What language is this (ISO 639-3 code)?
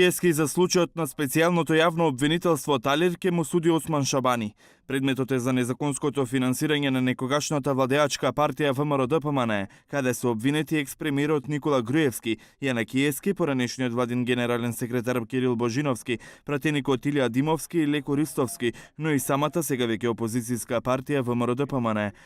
mkd